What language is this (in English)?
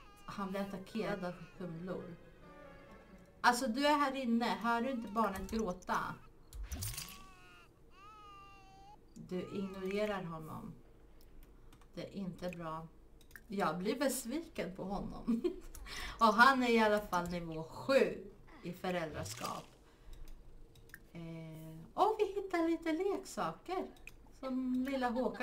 Swedish